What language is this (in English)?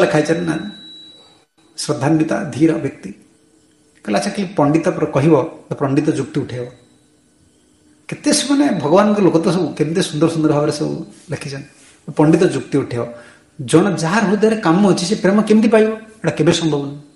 Odia